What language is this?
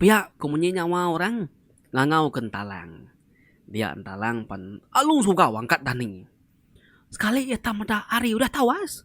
Iban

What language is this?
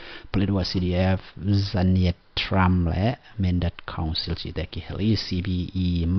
Tedim Chin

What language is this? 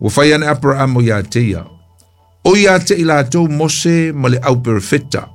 Samoan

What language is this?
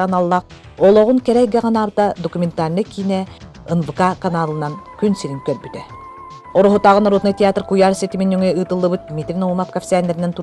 Yakut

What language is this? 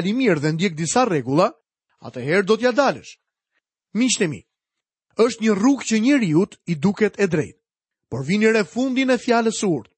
Albanian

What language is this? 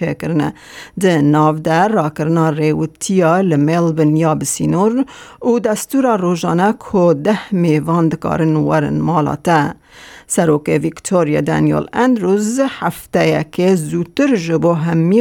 Kurdish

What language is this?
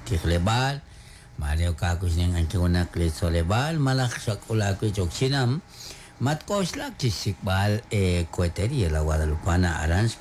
Kekchí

